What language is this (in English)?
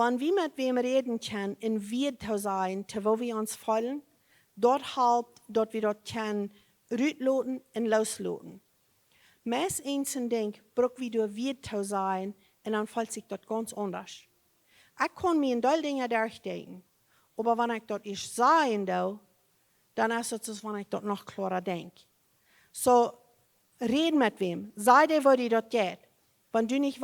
Plautdietsch